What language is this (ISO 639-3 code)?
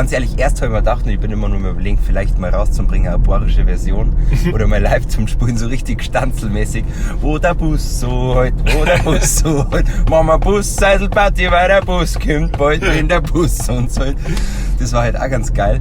bar